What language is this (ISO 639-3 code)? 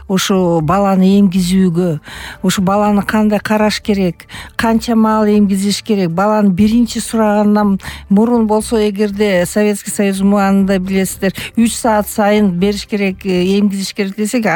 kir